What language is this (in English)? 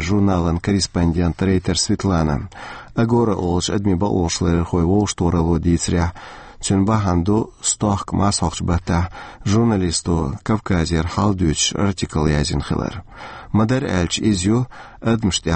Chechen